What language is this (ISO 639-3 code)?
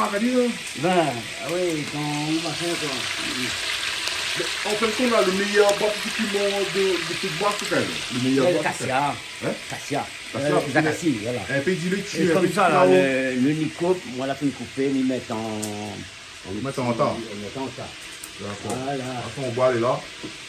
rcf